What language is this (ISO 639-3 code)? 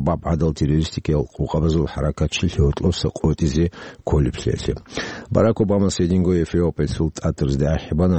ava